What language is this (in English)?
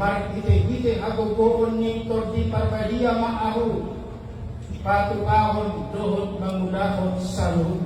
Batak Toba